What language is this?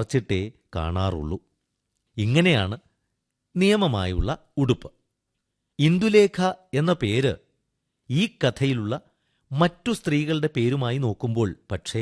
Malayalam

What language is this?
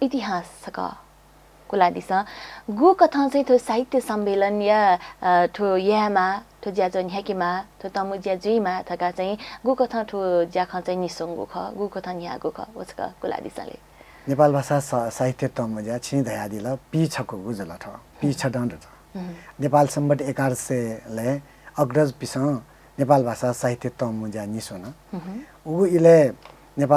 Newari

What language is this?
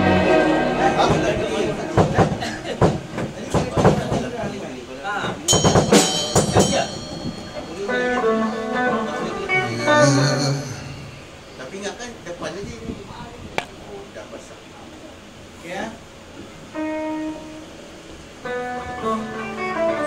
Malay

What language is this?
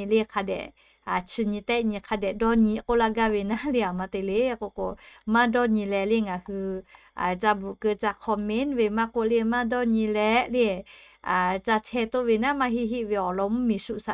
Lahu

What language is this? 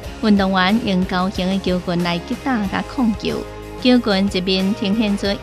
Chinese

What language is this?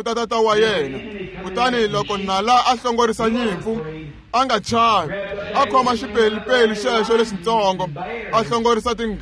Tsonga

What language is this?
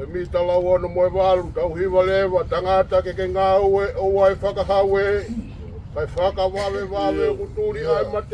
Tongan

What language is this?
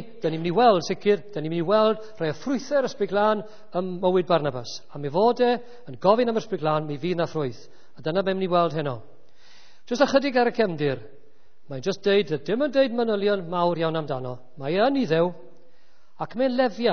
Welsh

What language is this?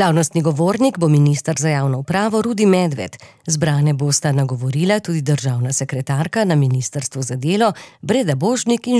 Slovenian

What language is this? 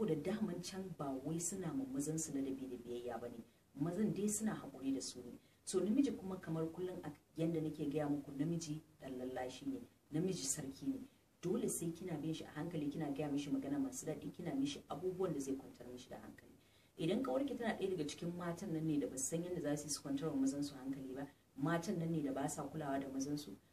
Hausa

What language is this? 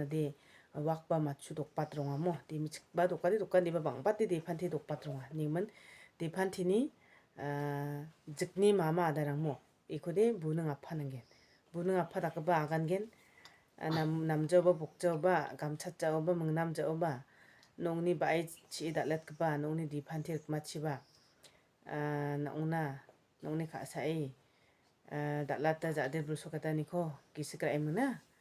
Garo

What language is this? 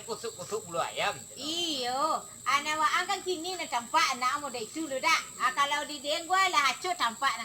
Minangkabau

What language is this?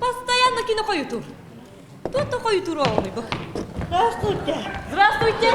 Yakut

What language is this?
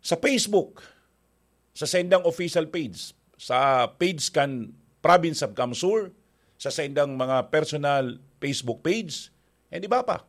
Bikol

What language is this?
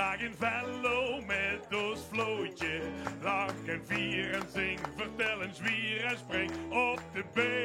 Limburgish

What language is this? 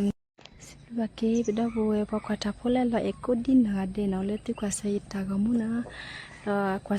S'gaw Karen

